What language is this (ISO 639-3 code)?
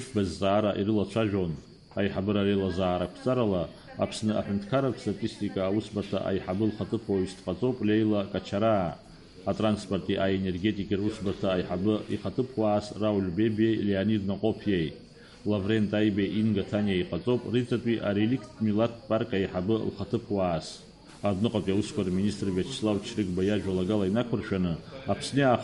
abk